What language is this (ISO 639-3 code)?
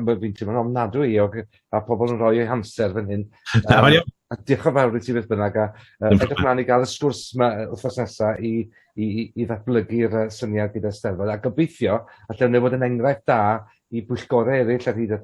cym